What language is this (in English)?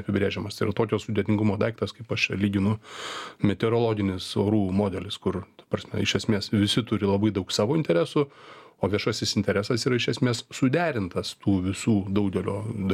Lithuanian